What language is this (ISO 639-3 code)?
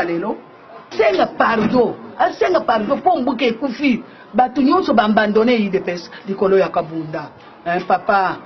lin